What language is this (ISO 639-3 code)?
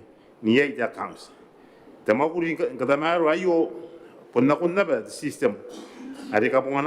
gil